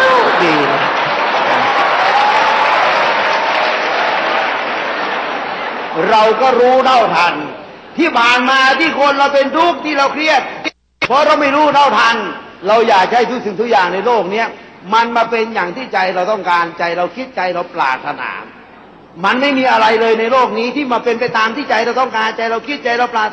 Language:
Thai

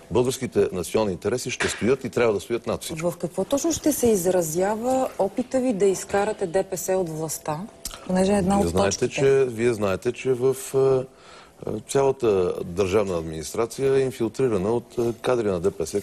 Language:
Bulgarian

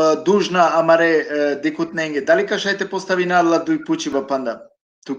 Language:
Balkan Romani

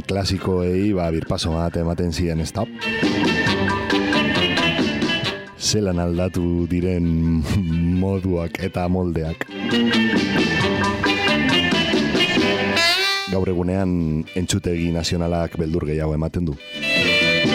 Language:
Basque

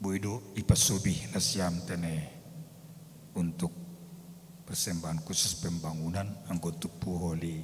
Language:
Batak Simalungun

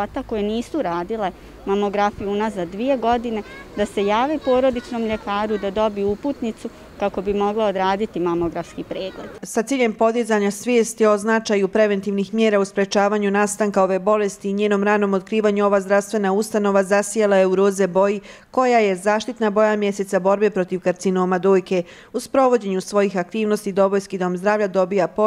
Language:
Bosnian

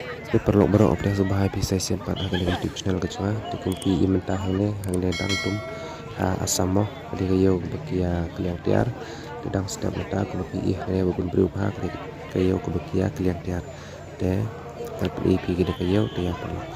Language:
Khasi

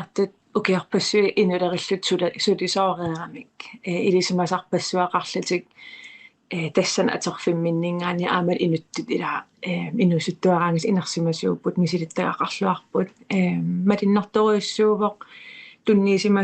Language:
Kalaallisut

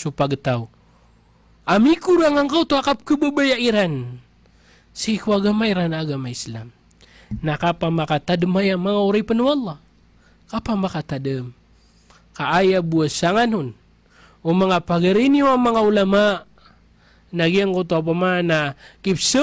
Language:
Maranao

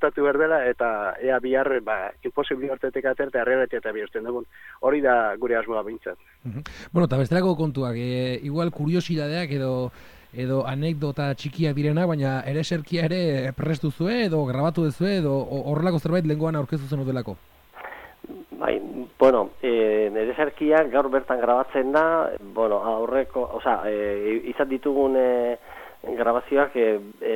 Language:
Basque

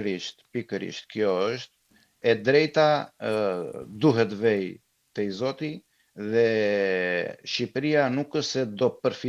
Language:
Albanian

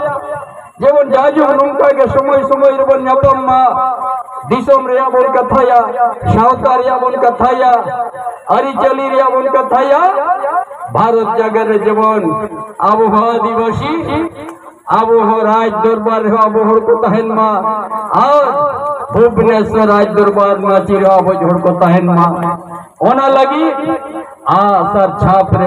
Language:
Santali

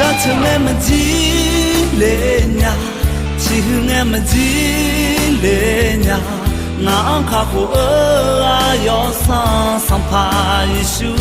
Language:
Akha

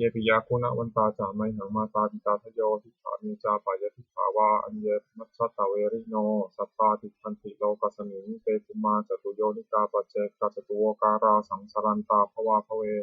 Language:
Pali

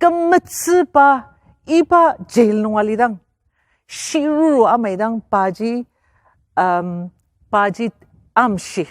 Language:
Ao Naga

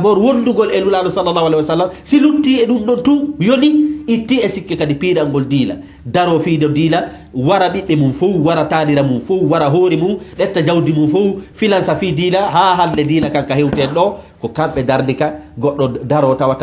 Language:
Fula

